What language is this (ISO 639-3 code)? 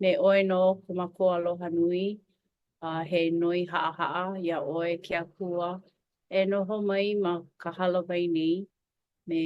haw